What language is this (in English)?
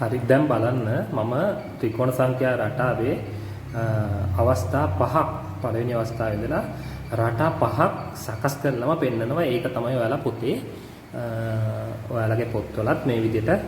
Sinhala